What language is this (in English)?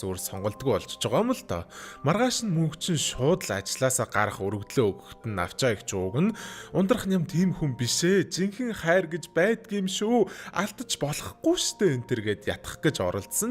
Mongolian